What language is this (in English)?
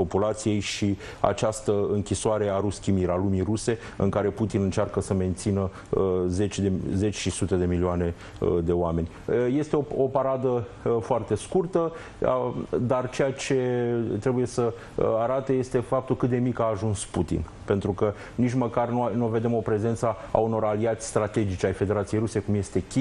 Romanian